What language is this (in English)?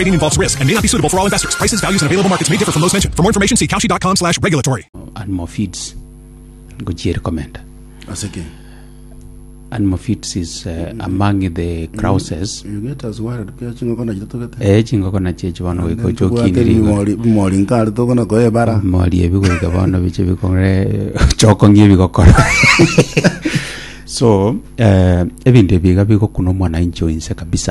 Gusii